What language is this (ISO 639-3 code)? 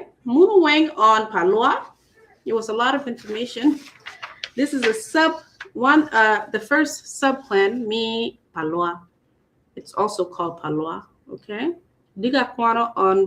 ach